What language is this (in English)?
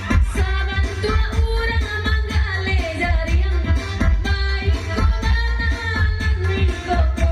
Minangkabau